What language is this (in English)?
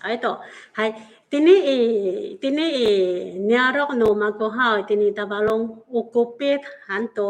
Amis